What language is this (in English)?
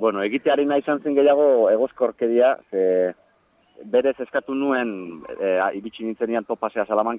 Basque